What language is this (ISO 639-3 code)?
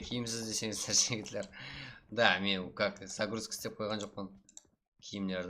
kaa